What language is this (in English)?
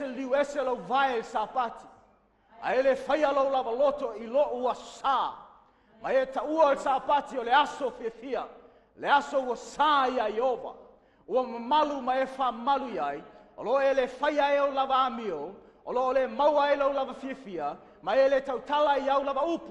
Samoan